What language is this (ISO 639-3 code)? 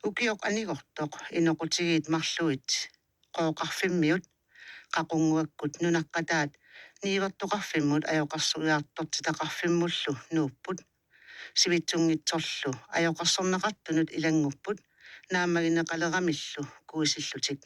kal